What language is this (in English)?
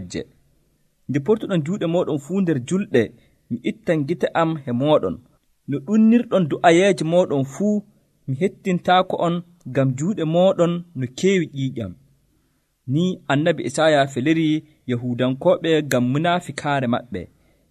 Nigerian Fulfulde